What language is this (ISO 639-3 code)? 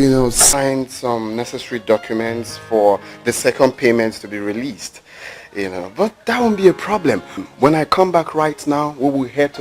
pcm